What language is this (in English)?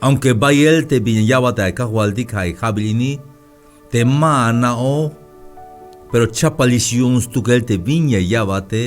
Tzeltal